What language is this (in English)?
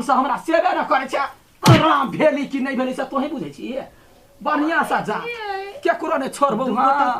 Maithili